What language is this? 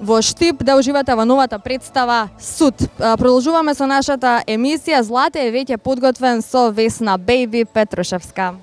Macedonian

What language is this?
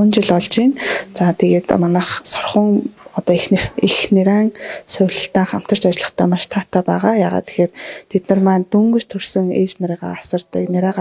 Mongolian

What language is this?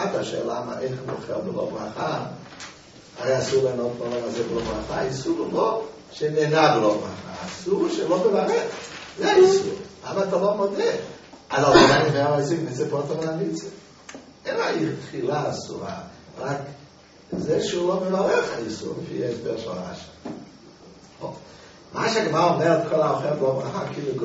Hebrew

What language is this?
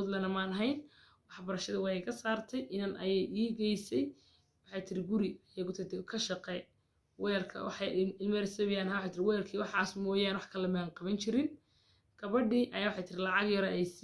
Somali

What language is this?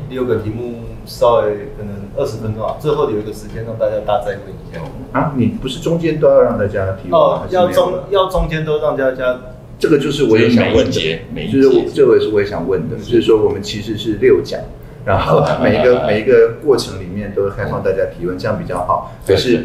Chinese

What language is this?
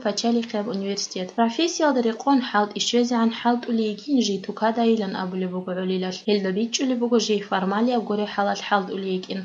Avaric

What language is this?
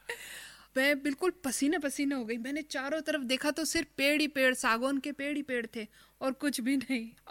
Hindi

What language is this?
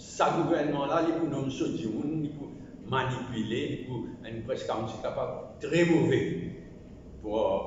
Morisyen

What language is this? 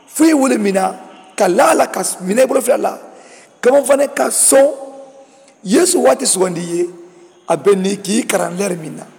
Mandingo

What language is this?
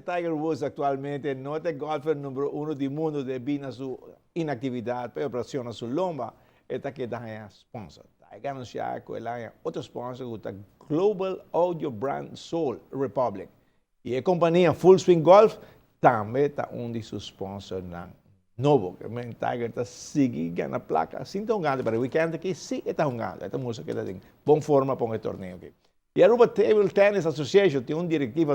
Papiamento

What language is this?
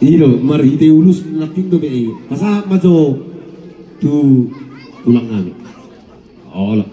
Batak Toba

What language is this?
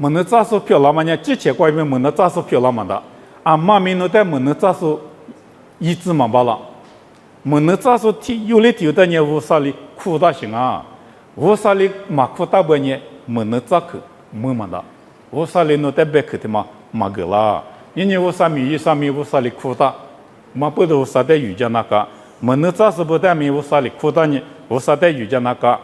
Lisu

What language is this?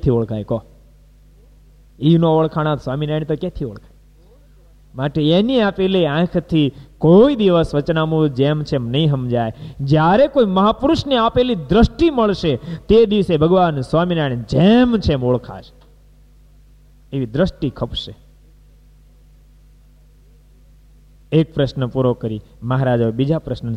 Gujarati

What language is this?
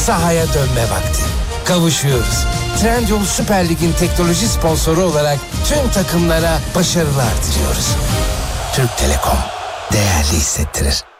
Turkish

